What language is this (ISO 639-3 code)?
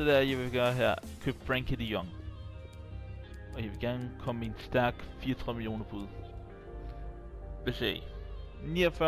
dan